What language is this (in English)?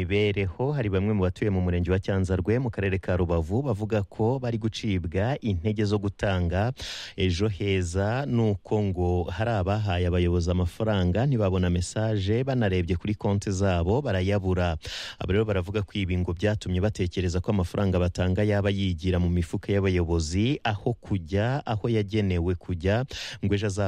Kinyarwanda